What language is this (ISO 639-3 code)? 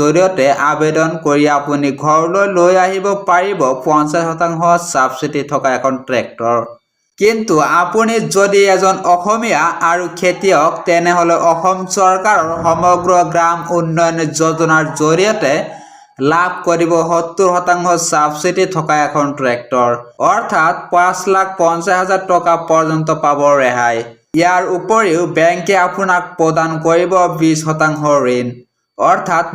asm